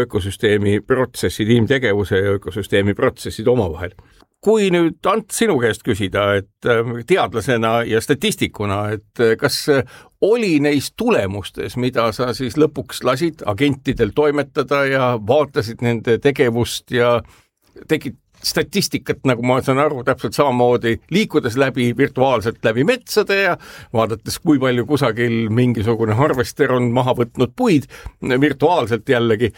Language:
Estonian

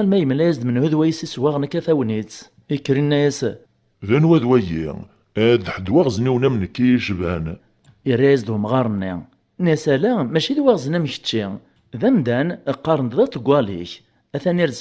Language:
Kabyle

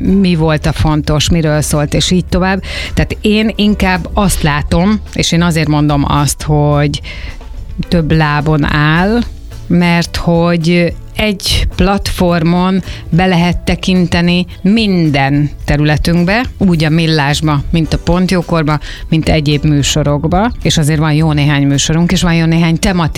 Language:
Hungarian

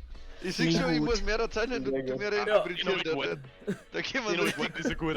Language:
Bavarian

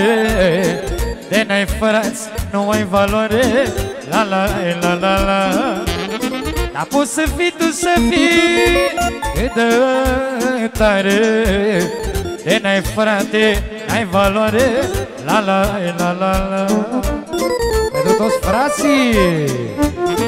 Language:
Romanian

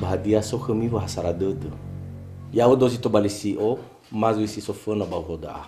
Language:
Nias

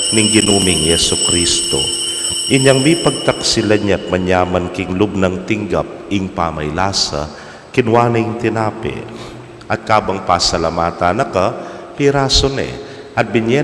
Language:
Pampanga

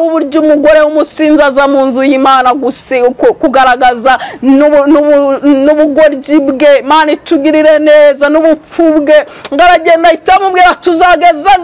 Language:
Kinyarwanda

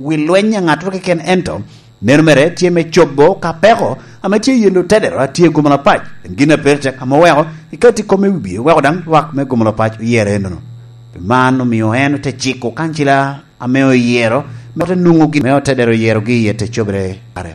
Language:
Lango (Uganda)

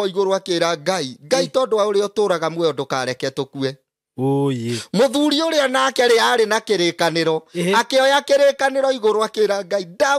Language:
Kikuyu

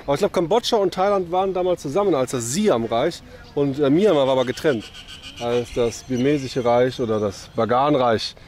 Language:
German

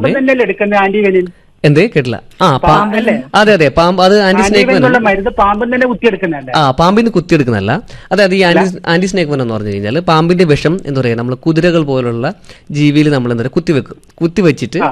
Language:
Malayalam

